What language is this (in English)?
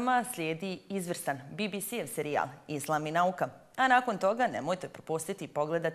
Bosnian